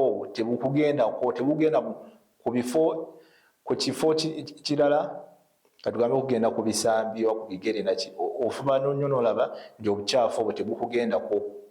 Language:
Ganda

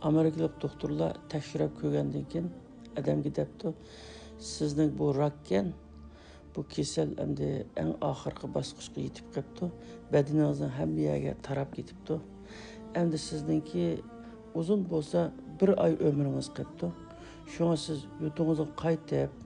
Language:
Uyghur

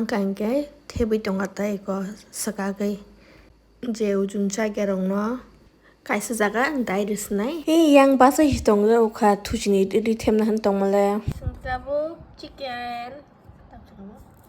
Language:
Kok Borok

